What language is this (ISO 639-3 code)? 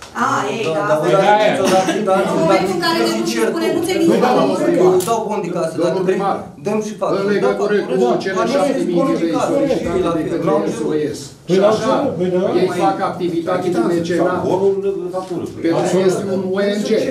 ron